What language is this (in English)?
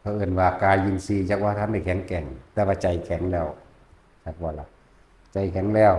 Northeastern Thai